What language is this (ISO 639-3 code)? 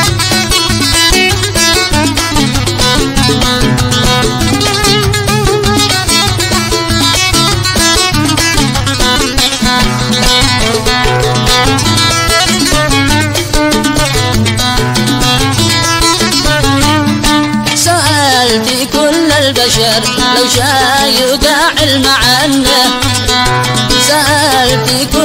ara